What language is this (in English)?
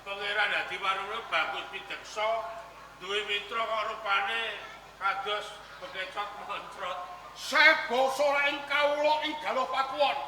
Javanese